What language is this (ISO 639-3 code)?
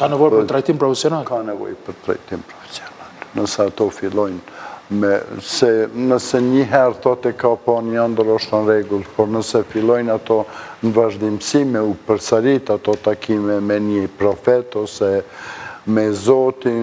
sqi